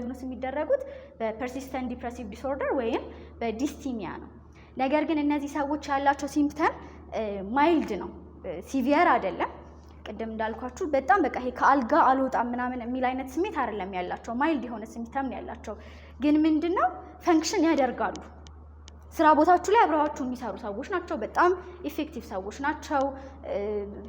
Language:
Amharic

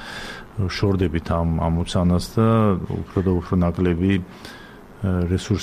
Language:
Georgian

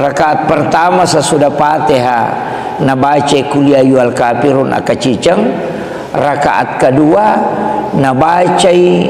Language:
Buginese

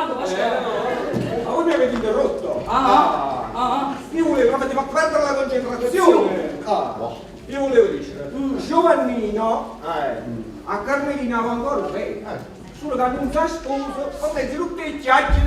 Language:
Neapolitan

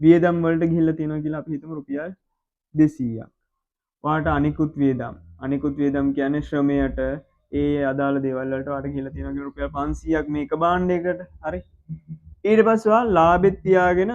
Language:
Sinhala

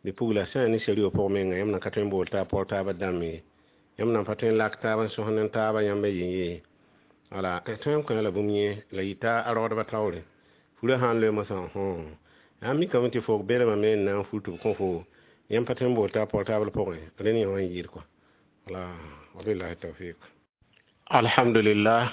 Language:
Mossi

